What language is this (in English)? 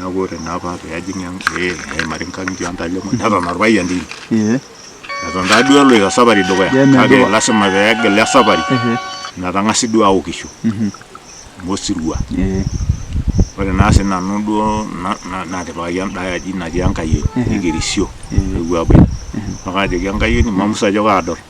Masai